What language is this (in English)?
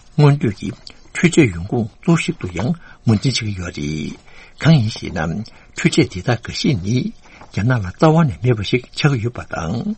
Tibetan